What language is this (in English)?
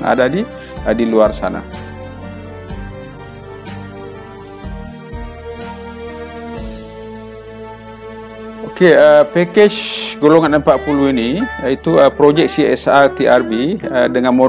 Malay